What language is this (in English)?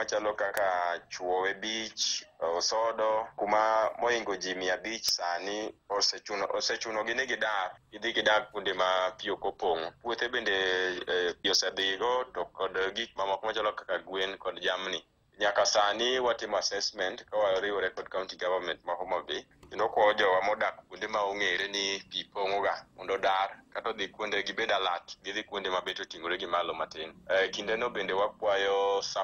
Luo (Kenya and Tanzania)